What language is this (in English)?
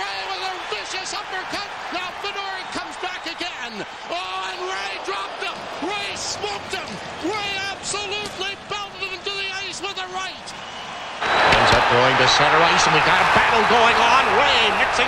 English